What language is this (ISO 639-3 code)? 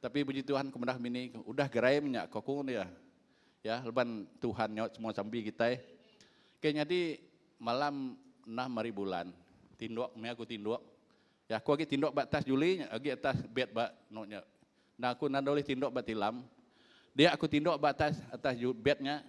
iba